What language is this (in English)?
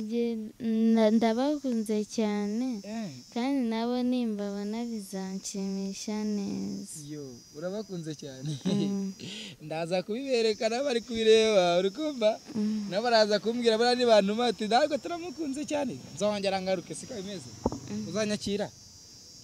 Kinyarwanda